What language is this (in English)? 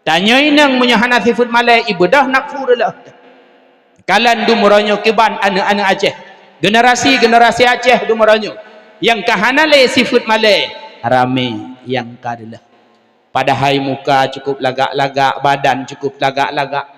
Achinese